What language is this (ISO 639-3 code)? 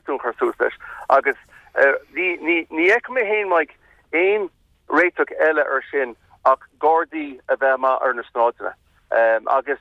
gle